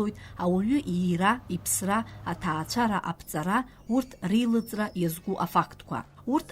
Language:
Abkhazian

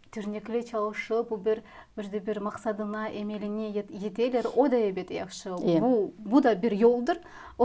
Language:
Crimean Tatar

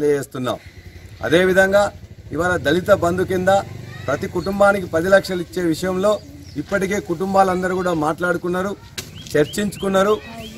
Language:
Telugu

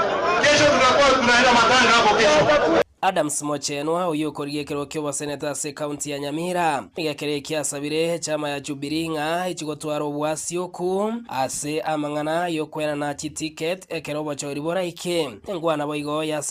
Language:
Gusii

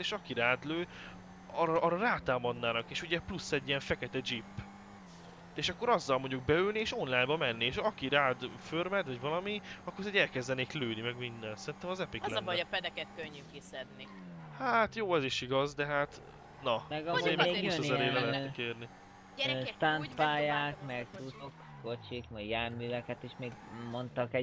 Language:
Hungarian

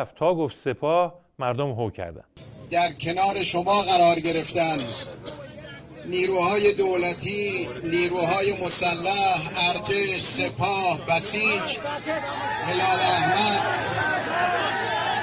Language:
Persian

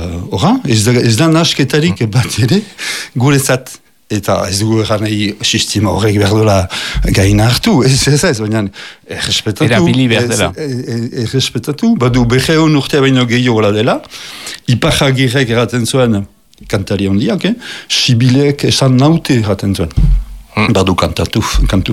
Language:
Basque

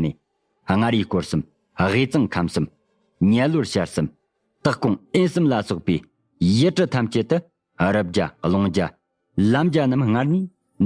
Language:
Tibetan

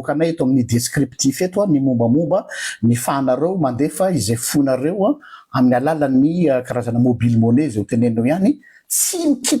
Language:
Malagasy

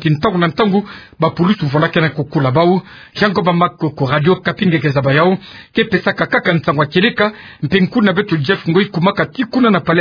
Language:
Kituba (Democratic Republic of Congo)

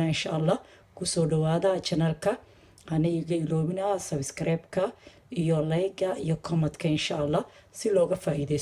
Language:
Somali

